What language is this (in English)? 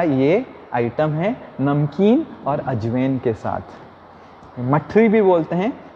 Hindi